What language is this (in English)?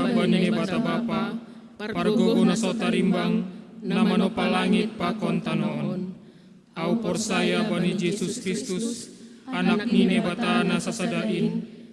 Batak Simalungun